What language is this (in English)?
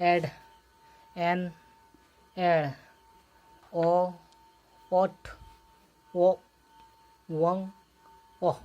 Santali